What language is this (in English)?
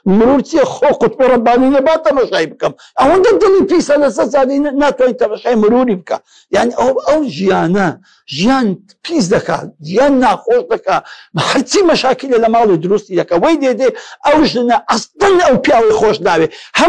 Central Kurdish